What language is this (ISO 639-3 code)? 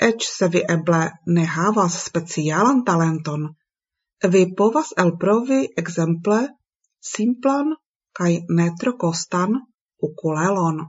epo